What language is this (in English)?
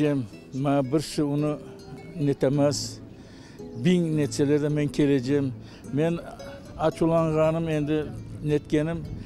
Crimean Tatar